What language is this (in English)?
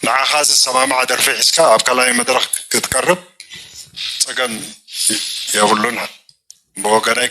Tigrinya